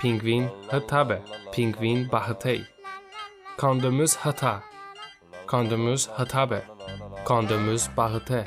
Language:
Talysh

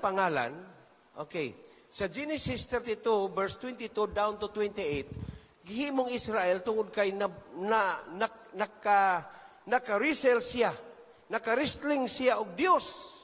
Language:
Cebuano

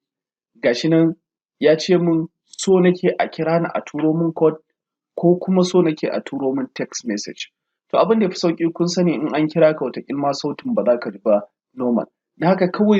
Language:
Hausa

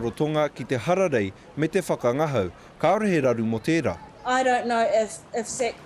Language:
Māori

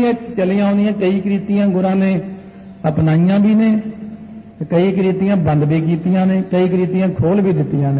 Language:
Punjabi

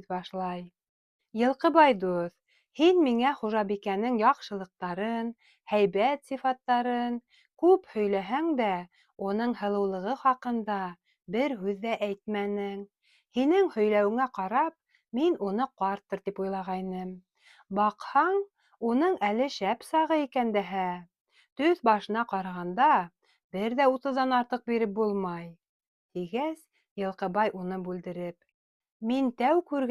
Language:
Bashkir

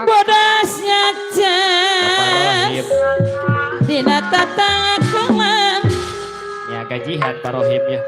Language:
Betawi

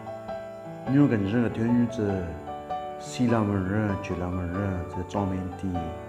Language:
Southern Rengma Naga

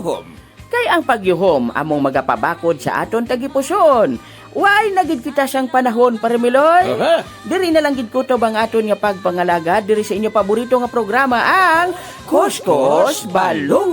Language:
Hiligaynon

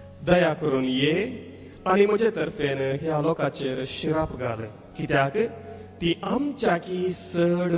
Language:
Konkani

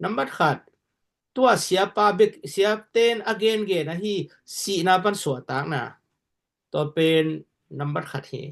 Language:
Tedim Chin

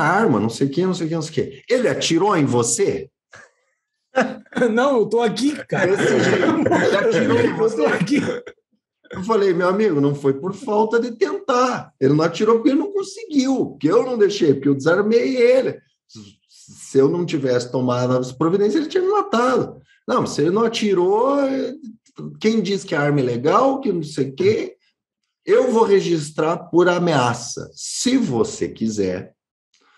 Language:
Portuguese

